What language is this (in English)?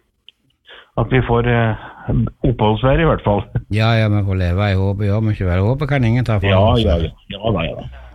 Norwegian